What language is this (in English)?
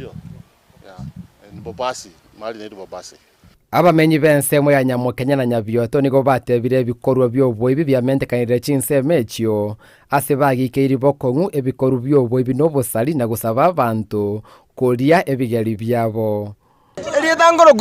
Gusii